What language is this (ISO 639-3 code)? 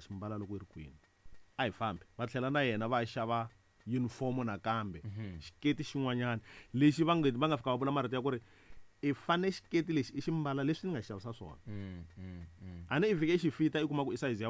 tso